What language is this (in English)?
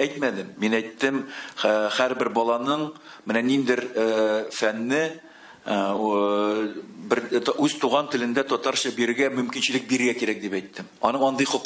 Tatar